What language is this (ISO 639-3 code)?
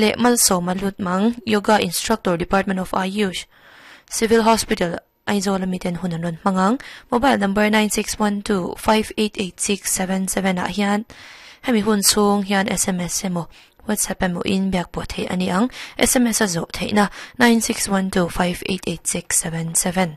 lus